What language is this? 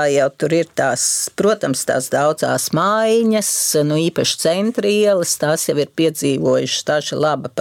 Latvian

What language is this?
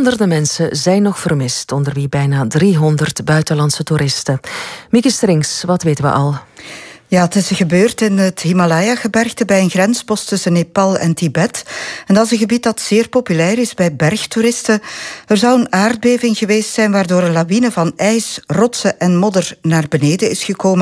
Dutch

